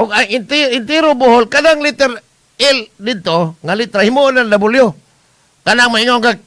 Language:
Cebuano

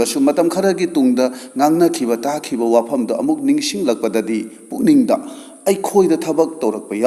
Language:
Manipuri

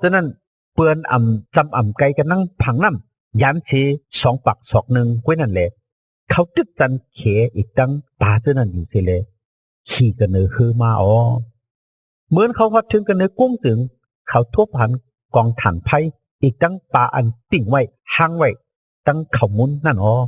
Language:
Shan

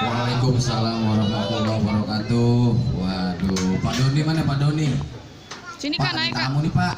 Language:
Betawi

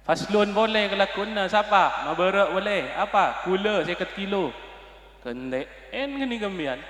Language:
Madurese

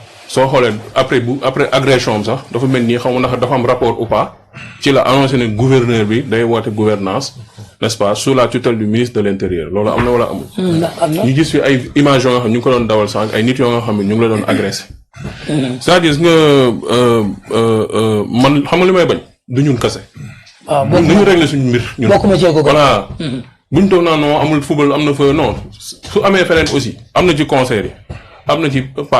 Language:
Wolof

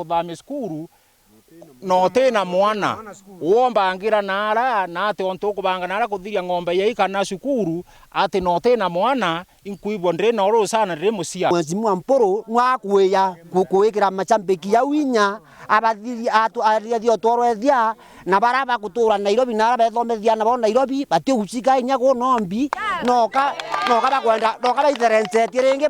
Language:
Meru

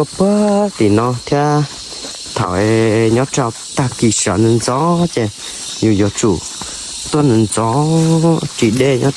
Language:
Hmong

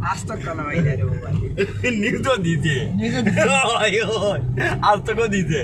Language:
Sylheti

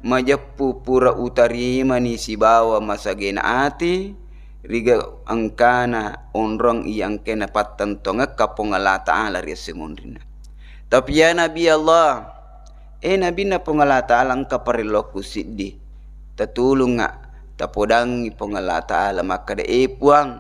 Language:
Buginese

